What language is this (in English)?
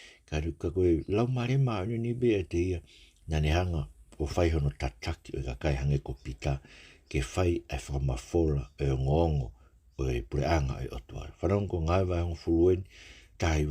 Tongan